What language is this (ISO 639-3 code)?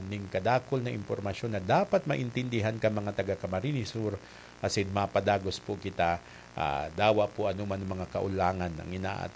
bik